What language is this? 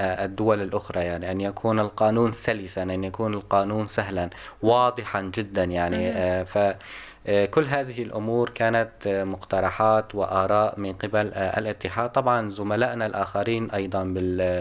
North Levantine Arabic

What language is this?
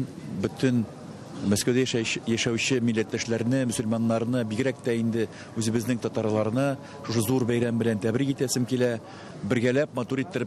Tatar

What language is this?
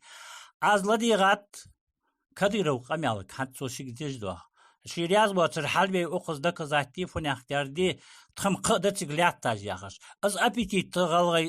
Ingush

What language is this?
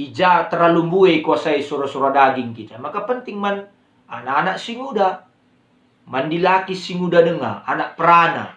Batak Karo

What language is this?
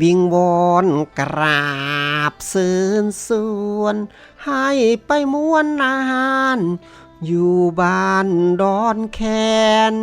Northeastern Thai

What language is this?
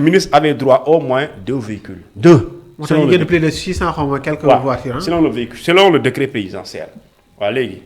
Wolof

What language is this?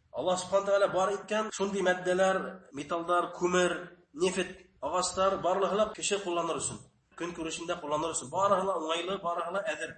Bashkir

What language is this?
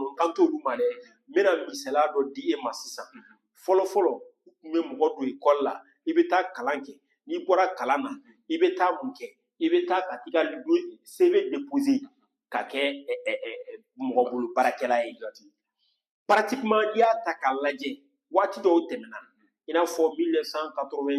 Bambara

